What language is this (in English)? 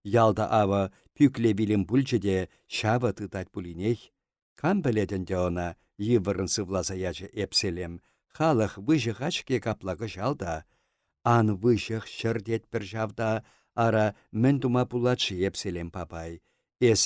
Chuvash